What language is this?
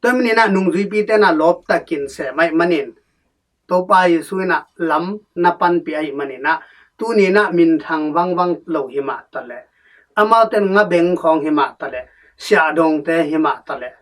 Tedim Chin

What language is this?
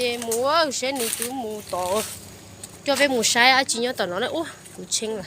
Hmong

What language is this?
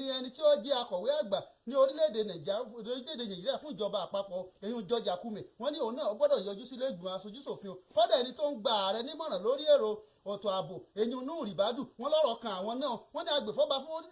Yoruba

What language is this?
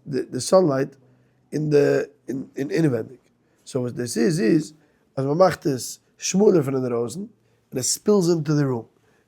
Yiddish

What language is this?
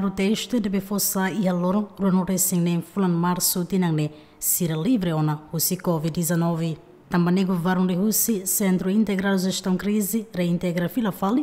Tetum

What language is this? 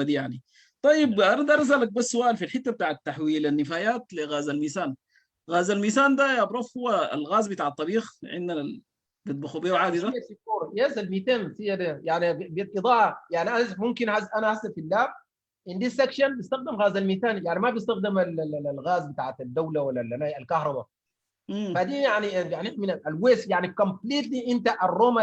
Sudanese Arabic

